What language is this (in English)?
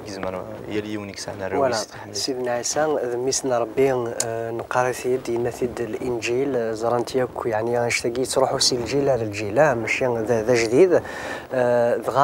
Kabyle